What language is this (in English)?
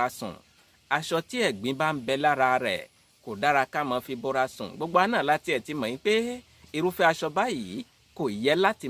Yoruba